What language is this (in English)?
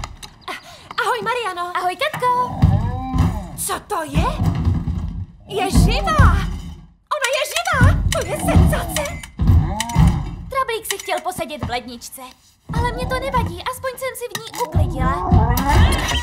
Czech